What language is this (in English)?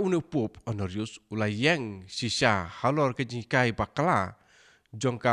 Khasi